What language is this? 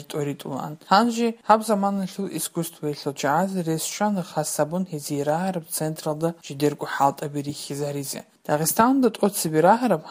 Avaric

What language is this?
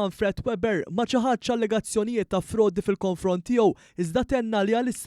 Maltese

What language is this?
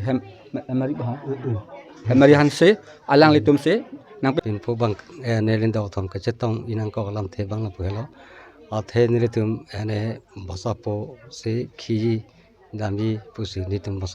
Karbi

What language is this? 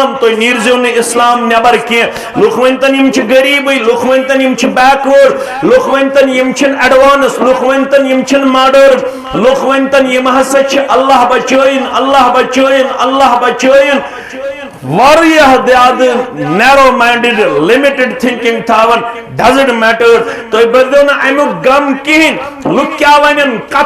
Kashmiri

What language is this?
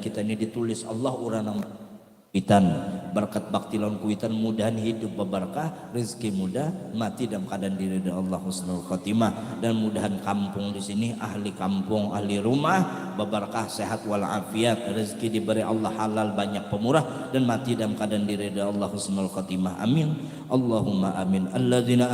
Banjar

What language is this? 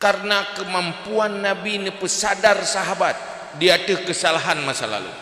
Achinese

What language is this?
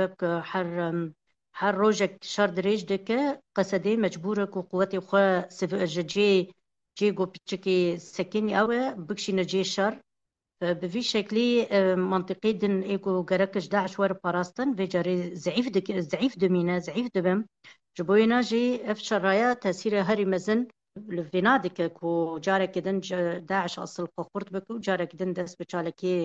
Kurdish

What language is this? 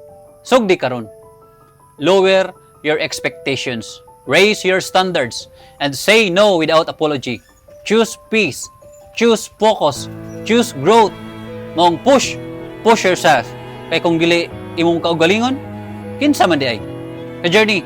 Cebuano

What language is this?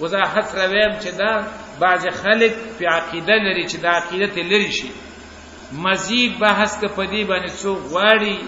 Pashto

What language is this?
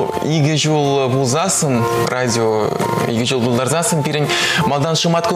Chuvash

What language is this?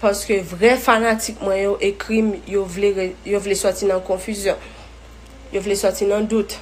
Haitian Creole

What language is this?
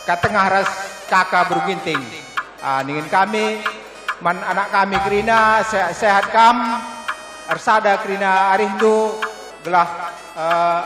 Batak Karo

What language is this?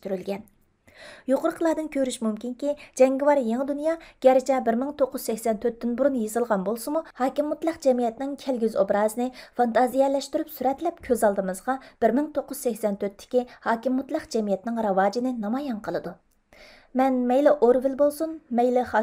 Uyghur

